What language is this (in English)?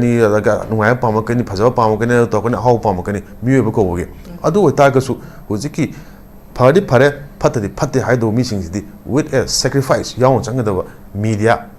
Manipuri